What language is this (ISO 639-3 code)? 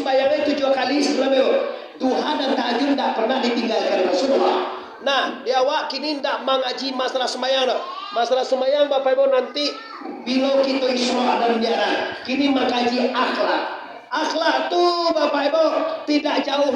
min